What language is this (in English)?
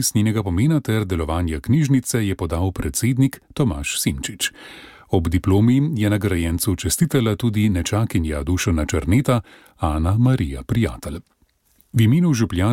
Slovenian